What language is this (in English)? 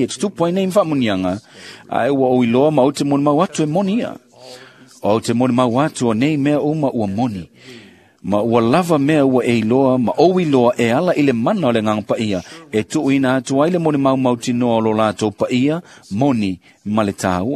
Samoan